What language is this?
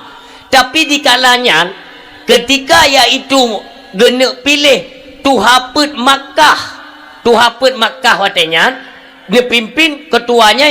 Achinese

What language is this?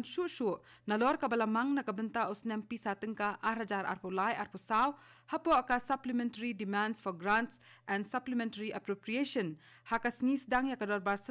Khasi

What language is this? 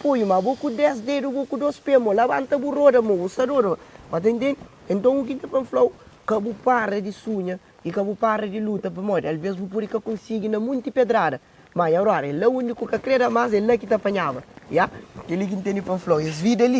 Kabuverdianu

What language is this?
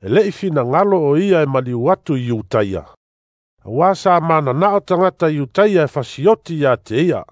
Samoan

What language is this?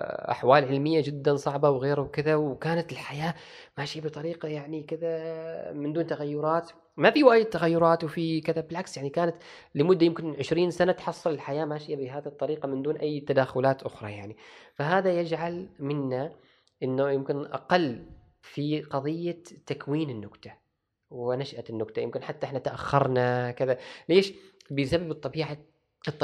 Gulf Arabic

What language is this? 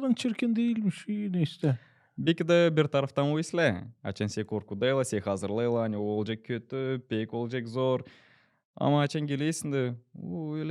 Gagauz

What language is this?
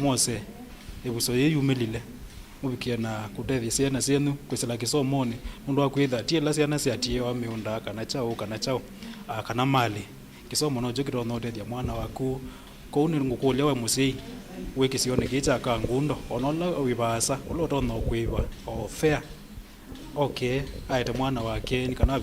Kamba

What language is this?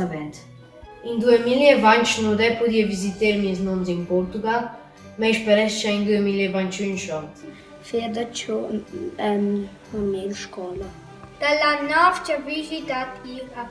Romansh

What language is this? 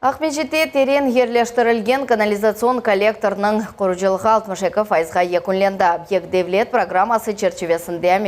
Crimean Tatar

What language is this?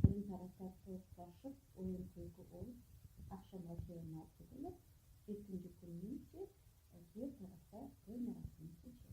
Crimean Tatar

